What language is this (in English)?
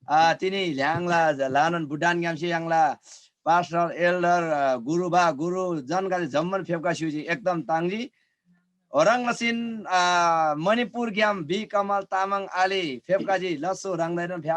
Eastern Tamang